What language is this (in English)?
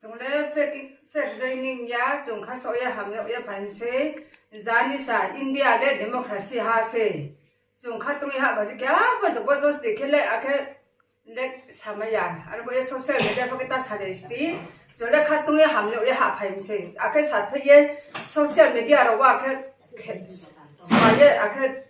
Riang (India)